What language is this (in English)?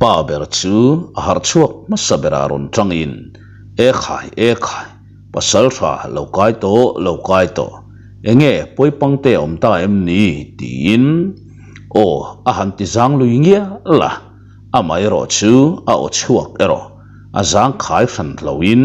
Mizo